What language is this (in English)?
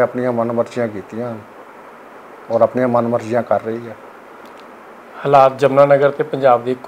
Punjabi